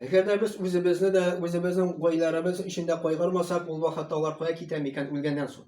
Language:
Tatar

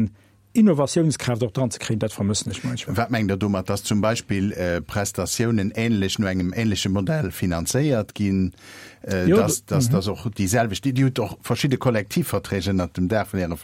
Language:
Luxembourgish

